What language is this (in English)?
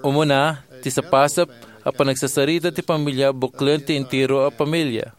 Iloko